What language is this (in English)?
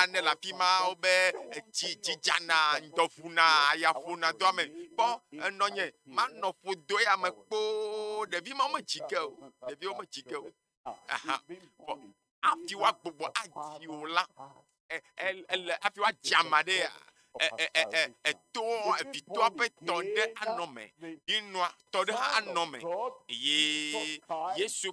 Ewe